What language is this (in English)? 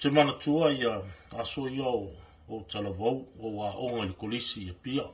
Samoan